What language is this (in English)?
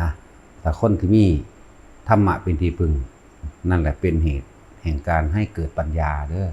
Northeastern Thai